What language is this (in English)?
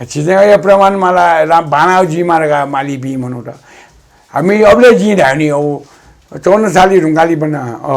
Newari